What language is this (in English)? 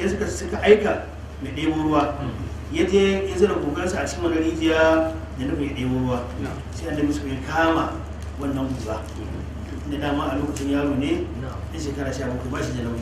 Hausa